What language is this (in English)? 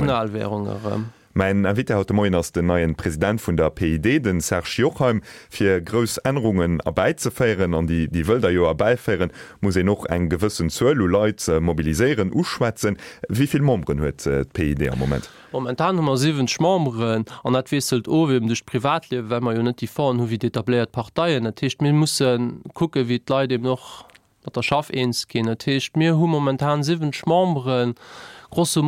Luxembourgish